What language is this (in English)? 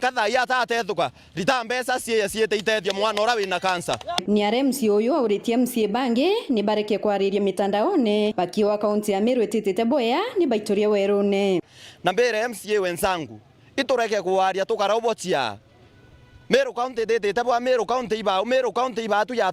Meru